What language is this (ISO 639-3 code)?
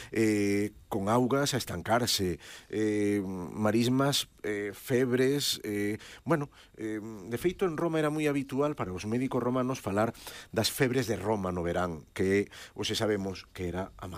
glg